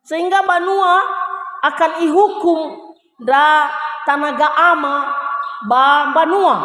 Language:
Nias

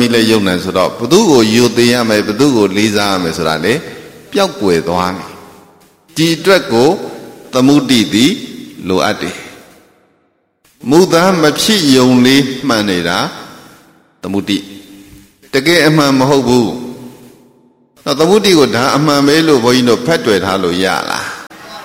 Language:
Burmese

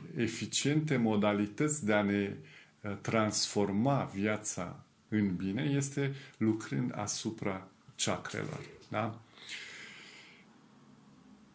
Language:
Romanian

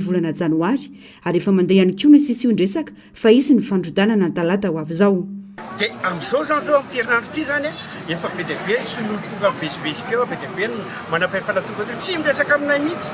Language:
Malagasy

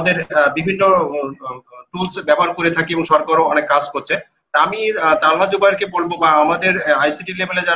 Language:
Bangla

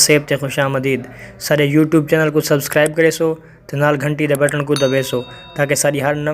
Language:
Saraiki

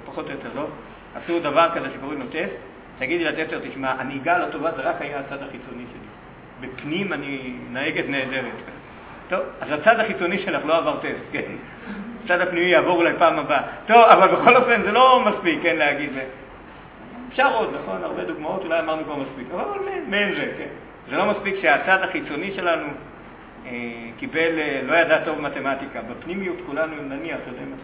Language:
Hebrew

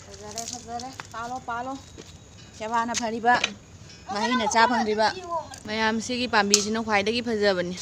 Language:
Manipuri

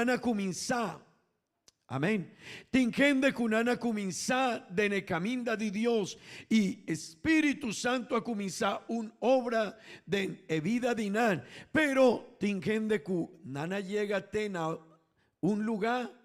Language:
Papiamento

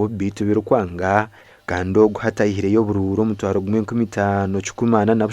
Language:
Nyankole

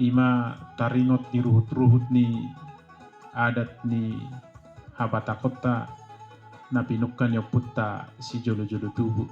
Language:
Batak Toba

